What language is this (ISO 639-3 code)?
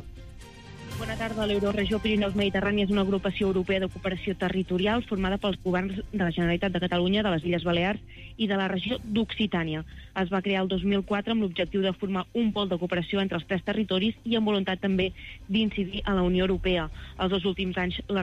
cat